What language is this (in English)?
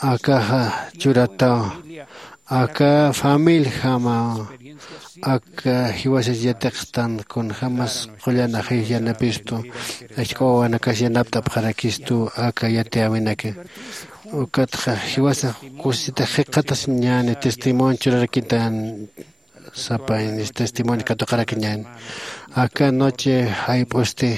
Aymara